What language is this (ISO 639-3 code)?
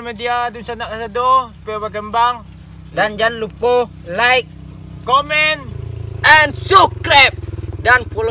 min